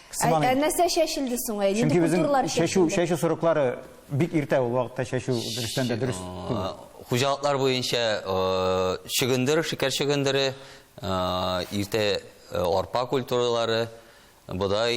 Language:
Tatar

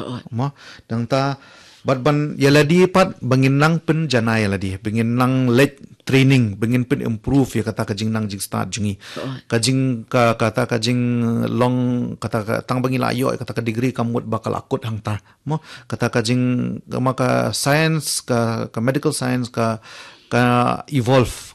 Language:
Khasi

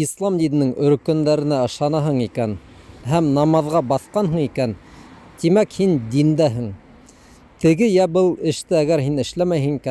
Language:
Bashkir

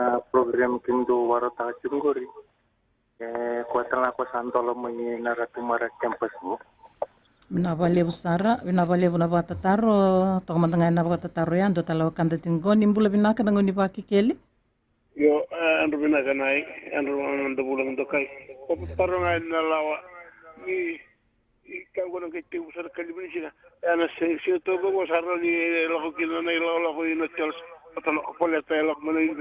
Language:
Fijian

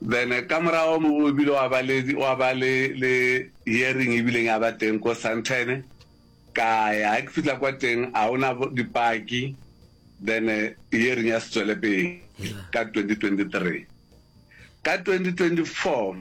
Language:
Northern Sotho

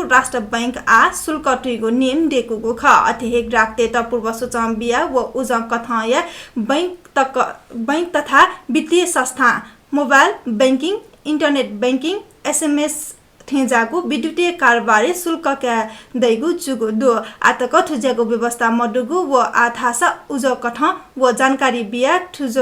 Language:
Newari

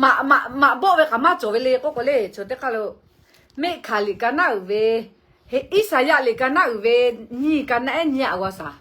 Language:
Lahu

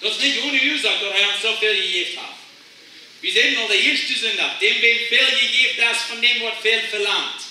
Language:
Plautdietsch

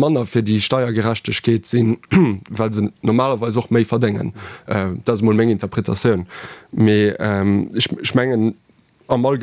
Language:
Luxembourgish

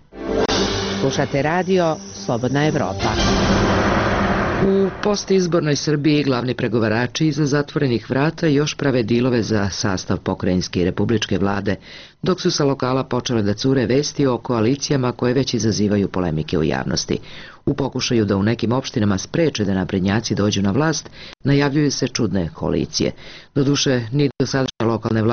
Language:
Serbian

